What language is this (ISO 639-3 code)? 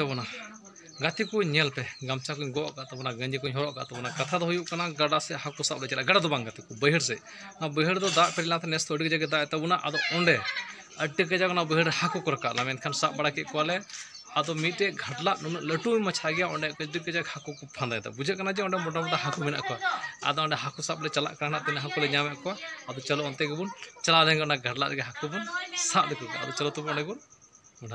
sat